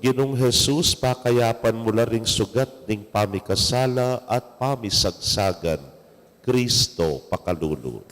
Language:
Pampanga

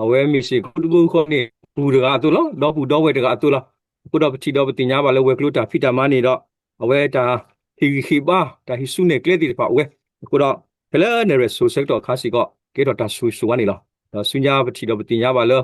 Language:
S'gaw Karen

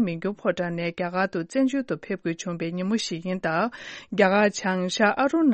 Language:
Tibetan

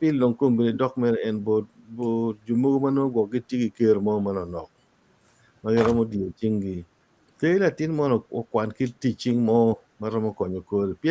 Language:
Acoli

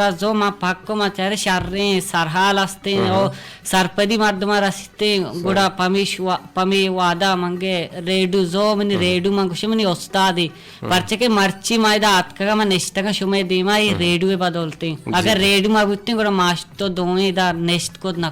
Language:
Eastern Balochi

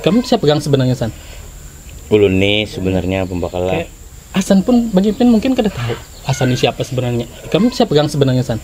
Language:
Banjar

